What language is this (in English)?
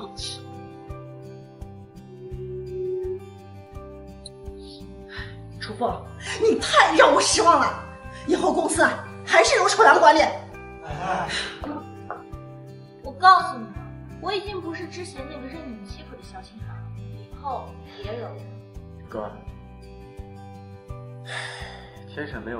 Chinese